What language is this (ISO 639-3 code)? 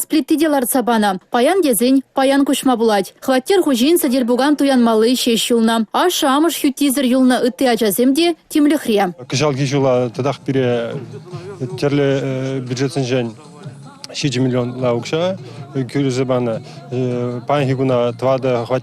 chv